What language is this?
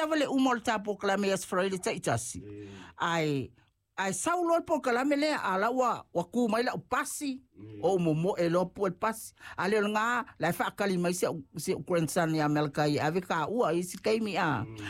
Samoan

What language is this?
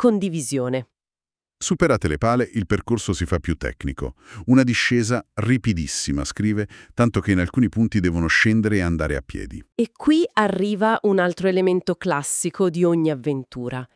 Italian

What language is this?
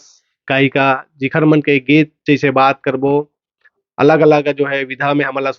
Chhattisgarhi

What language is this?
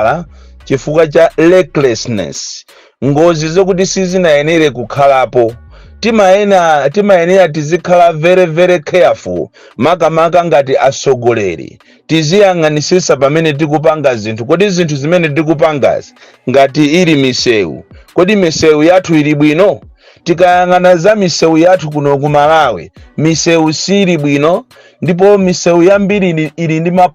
Nyanja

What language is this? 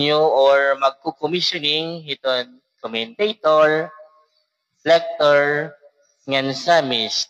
Waray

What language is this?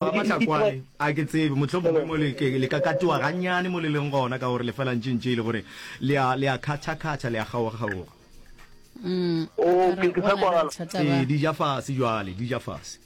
Northern Sotho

